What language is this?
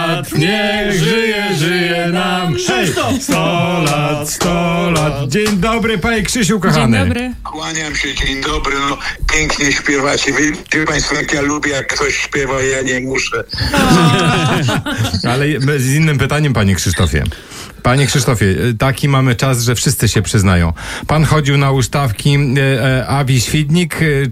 Polish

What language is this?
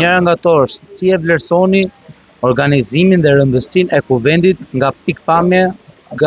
Albanian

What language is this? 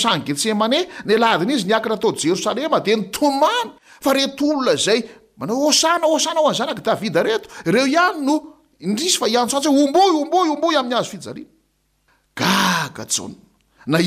Malagasy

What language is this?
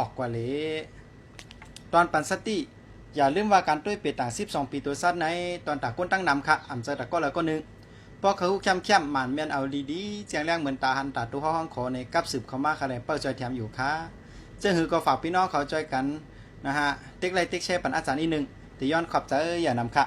Lao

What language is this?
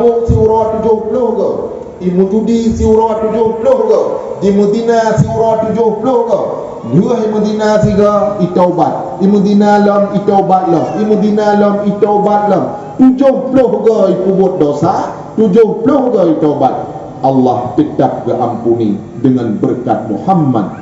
Achinese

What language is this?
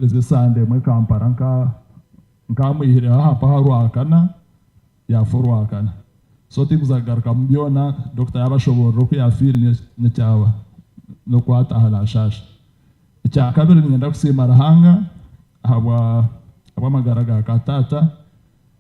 Nyankole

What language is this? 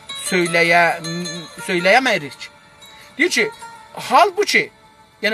South Azerbaijani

